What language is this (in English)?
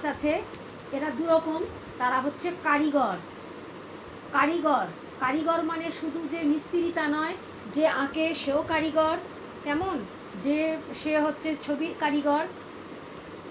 Bangla